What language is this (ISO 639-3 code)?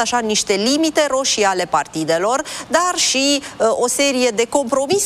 ron